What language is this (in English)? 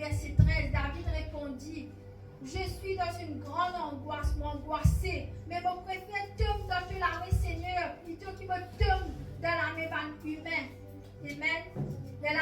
Morisyen